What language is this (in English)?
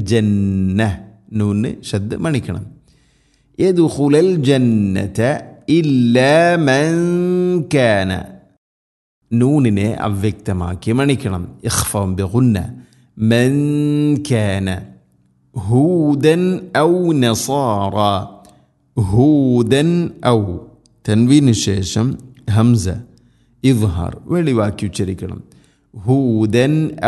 Malayalam